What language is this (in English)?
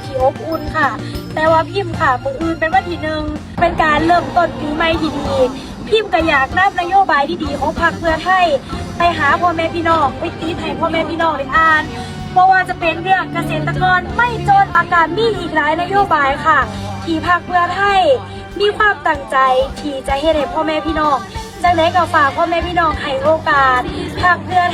Lao